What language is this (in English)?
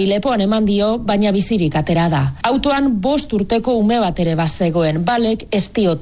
Basque